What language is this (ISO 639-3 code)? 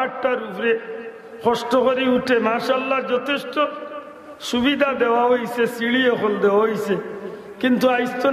syl